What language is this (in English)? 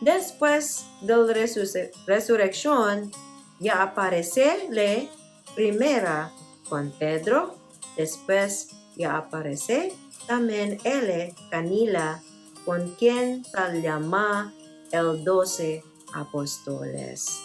Chavacano